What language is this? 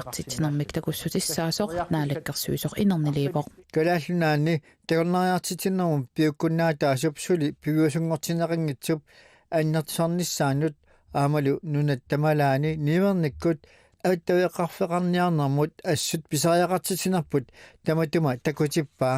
Kalaallisut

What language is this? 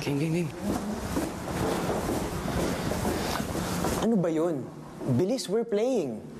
Filipino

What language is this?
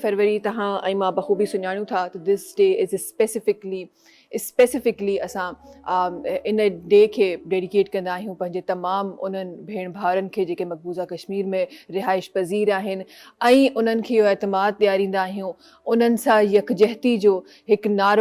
Sindhi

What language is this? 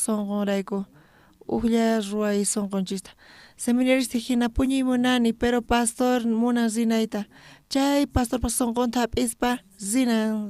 South Bolivian Quechua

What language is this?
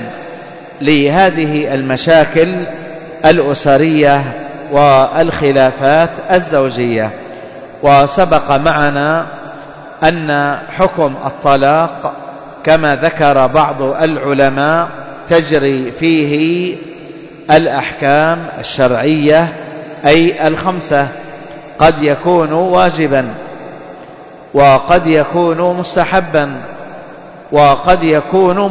Arabic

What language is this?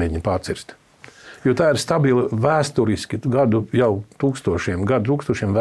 Latvian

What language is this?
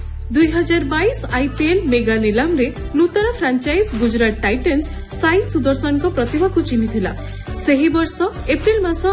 Odia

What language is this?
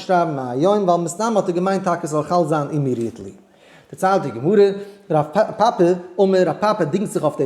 Yiddish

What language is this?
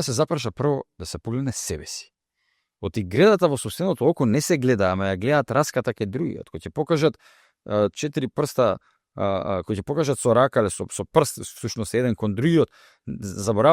Macedonian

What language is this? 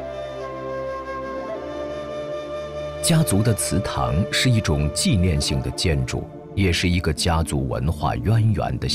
Chinese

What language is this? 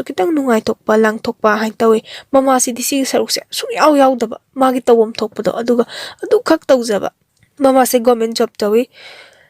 Manipuri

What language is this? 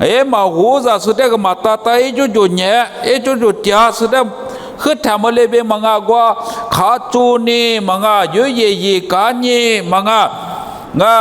Lisu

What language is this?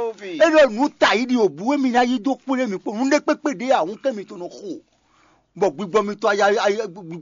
Fon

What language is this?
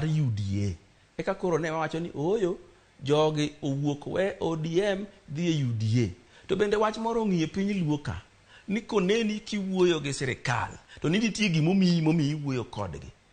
Luo (Kenya and Tanzania)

